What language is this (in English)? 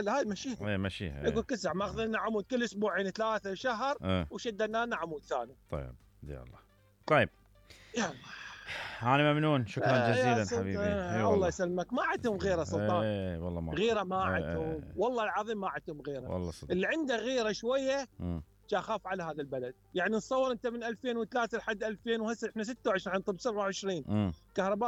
Mesopotamian Arabic